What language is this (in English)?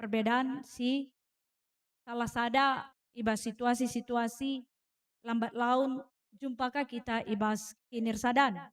Batak Karo